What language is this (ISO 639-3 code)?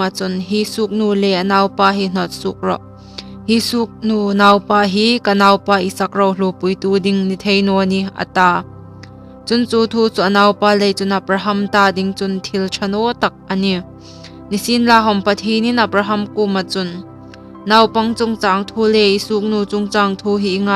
hmr